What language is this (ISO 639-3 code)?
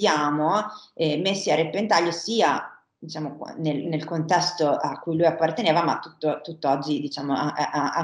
ita